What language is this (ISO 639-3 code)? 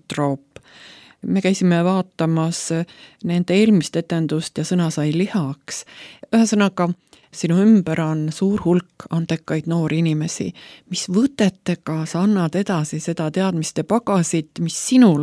est